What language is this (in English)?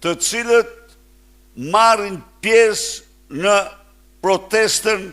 Albanian